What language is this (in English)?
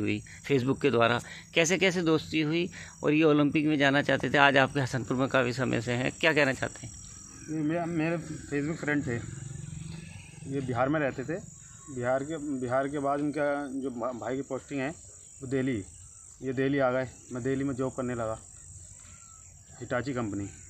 Hindi